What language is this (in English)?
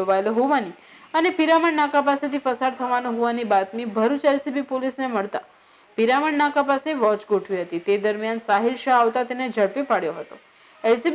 Gujarati